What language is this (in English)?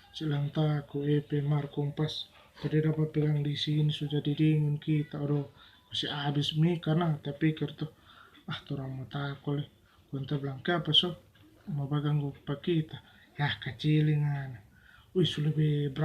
Manado Malay